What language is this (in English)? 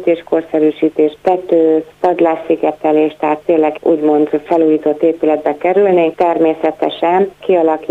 Hungarian